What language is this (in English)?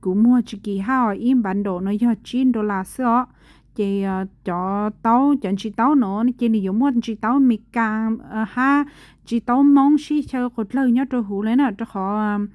Hmong